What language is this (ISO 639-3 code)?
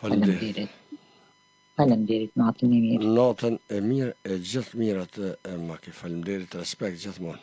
sqi